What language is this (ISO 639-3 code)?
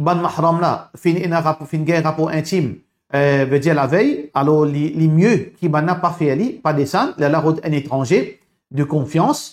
mfe